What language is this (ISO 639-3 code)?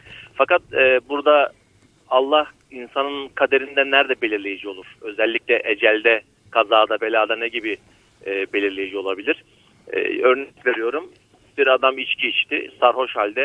tur